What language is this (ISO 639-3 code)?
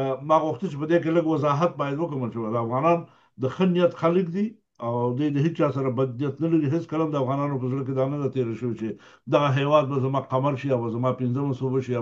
pus